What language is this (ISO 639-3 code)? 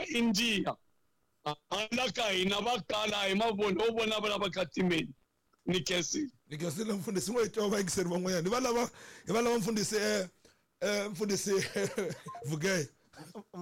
tso